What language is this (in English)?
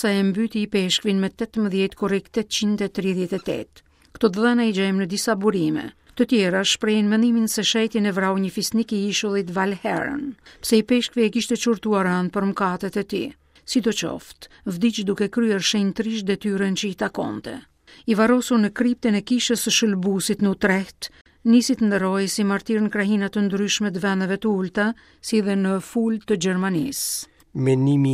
Albanian